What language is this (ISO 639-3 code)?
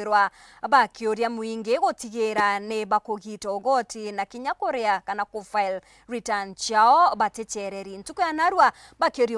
mer